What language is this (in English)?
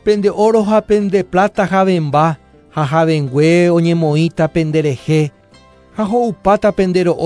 Guarani